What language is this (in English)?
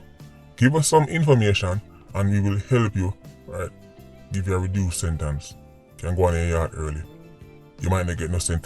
Jamaican Creole English